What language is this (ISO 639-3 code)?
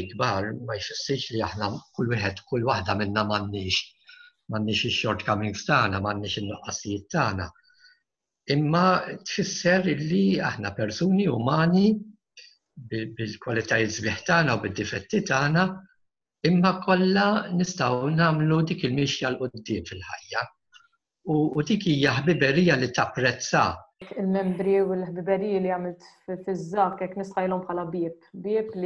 mlt